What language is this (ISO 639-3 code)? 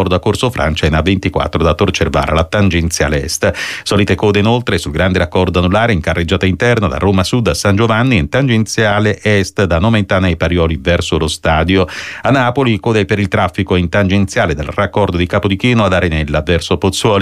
ita